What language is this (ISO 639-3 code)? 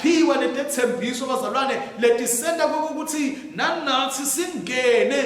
ssw